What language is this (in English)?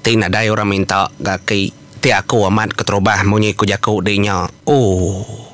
Iban